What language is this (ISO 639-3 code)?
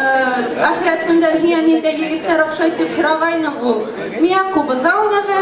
bak